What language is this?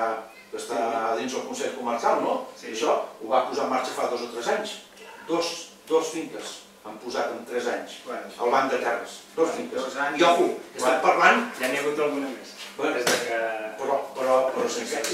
Catalan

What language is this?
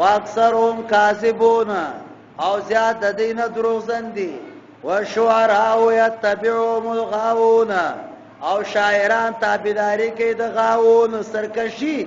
Pashto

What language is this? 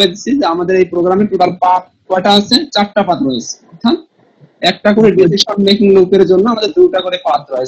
Bangla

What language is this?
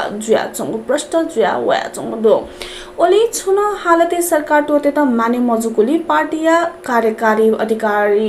Newari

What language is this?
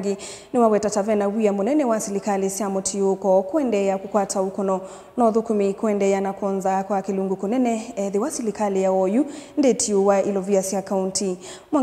Kamba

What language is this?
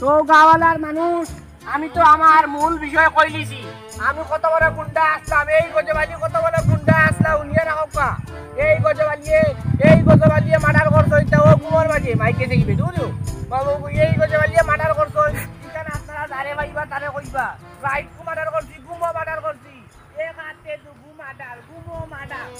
Sylheti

